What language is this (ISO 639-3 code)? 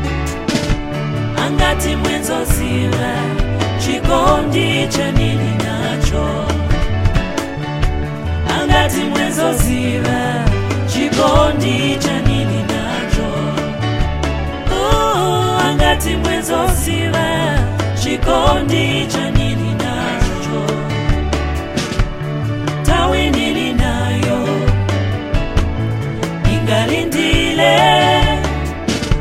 swa